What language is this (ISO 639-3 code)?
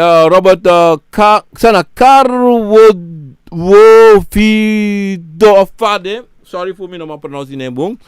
srn